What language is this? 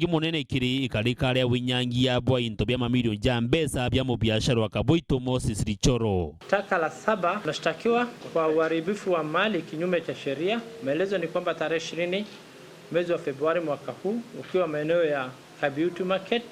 Meru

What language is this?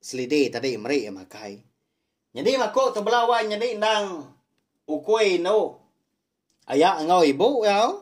Iban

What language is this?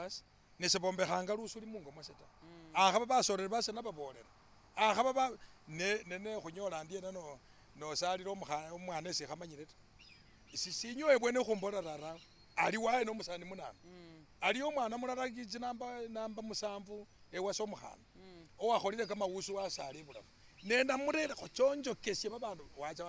Masaaba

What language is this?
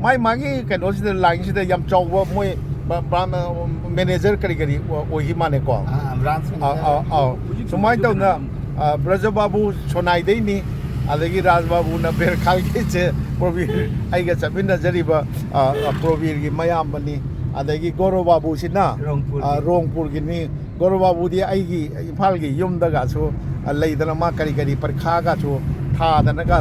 Manipuri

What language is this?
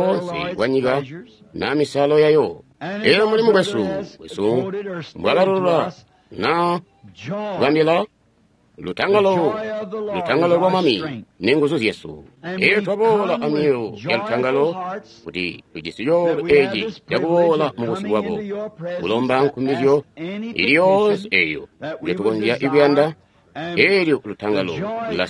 Tonga (Zambia)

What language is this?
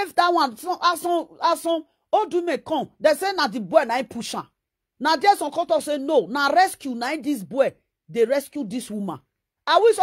Nigerian Pidgin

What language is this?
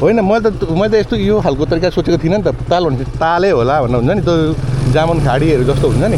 Nepali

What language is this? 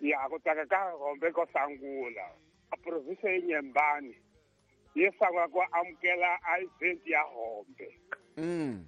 Tsonga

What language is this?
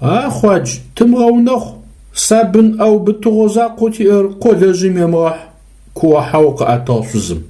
Adyghe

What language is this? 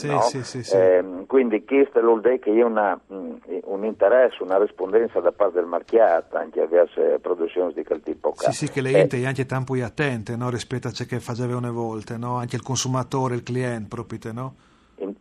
Friulian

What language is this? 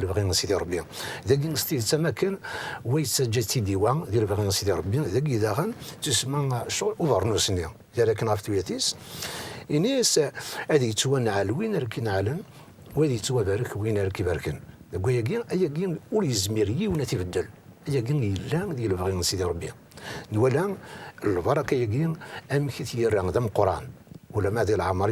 Kabyle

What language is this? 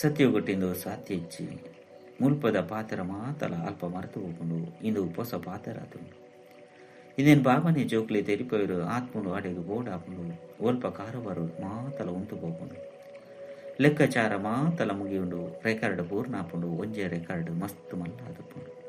Tulu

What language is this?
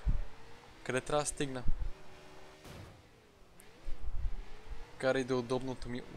Bulgarian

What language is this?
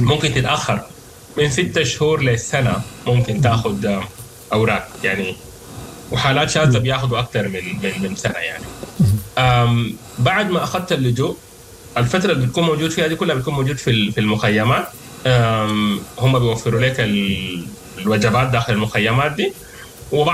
Sudanese Arabic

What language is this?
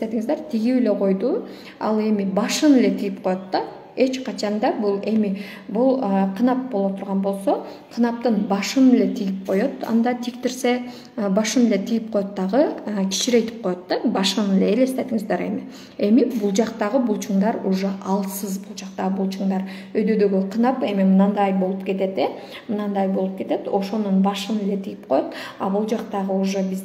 Kyrgyz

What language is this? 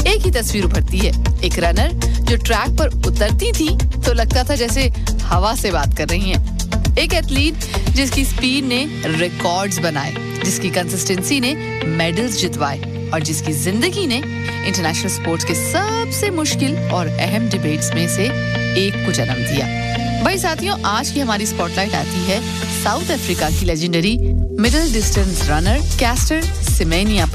Hindi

